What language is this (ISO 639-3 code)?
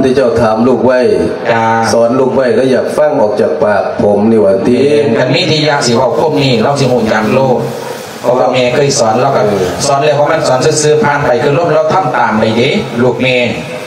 lao